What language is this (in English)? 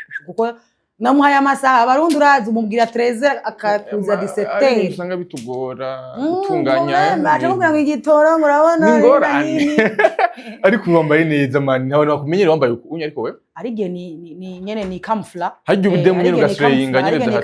Rundi